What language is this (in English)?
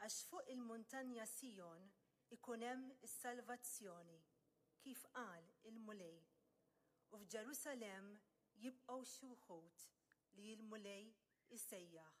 Maltese